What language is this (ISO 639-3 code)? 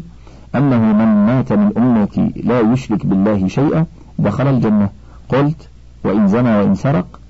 ara